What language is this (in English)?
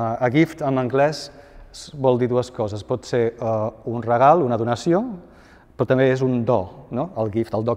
Catalan